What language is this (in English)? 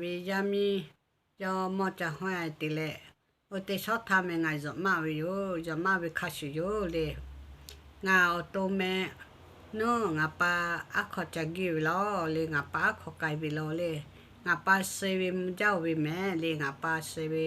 Lahu